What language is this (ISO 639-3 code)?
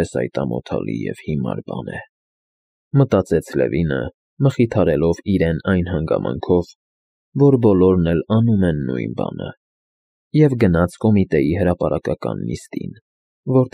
hye